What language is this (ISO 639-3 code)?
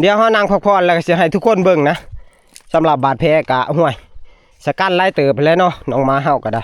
tts